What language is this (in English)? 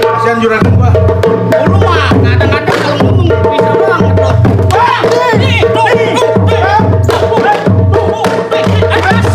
Betawi